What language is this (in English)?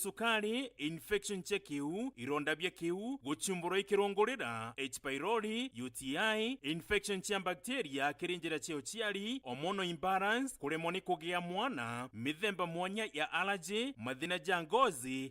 Meru